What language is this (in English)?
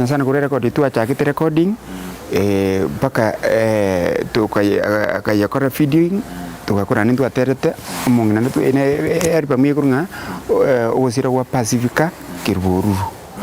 Gusii